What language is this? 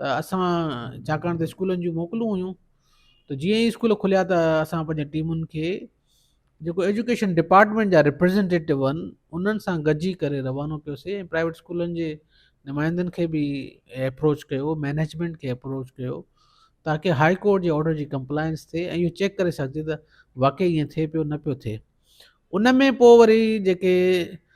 Sindhi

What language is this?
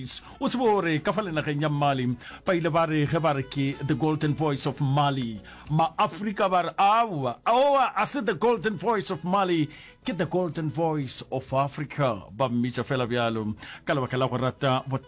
Northern Sotho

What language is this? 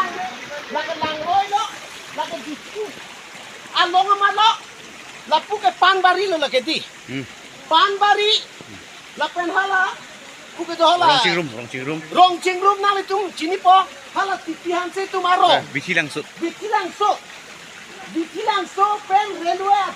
Karbi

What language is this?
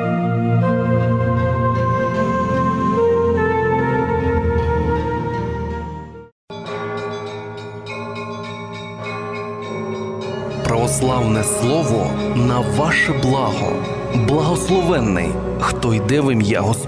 Ukrainian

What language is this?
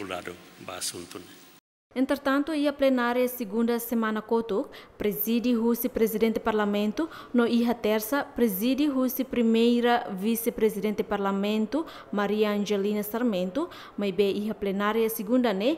Tetum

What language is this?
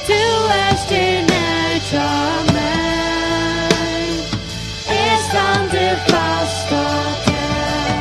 Faroese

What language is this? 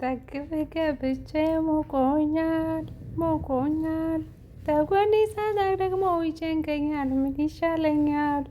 Amharic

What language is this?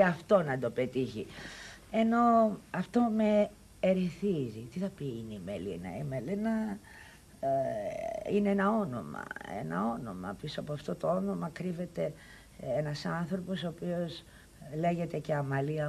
Greek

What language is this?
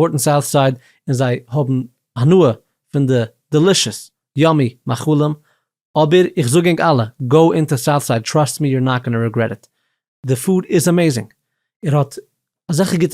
Yiddish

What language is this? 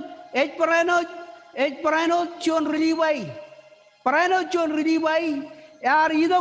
Marshallese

